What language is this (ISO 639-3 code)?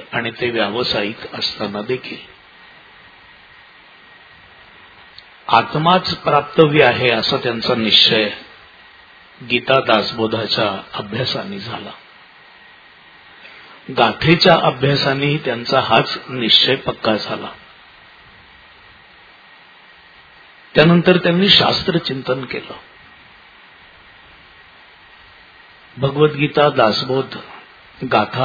mar